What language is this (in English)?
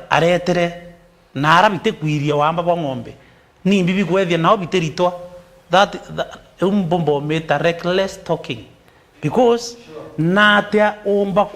Meru